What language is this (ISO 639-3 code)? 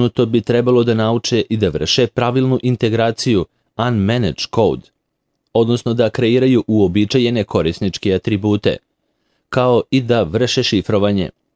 srp